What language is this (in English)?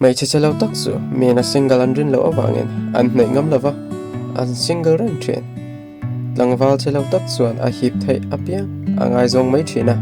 Mizo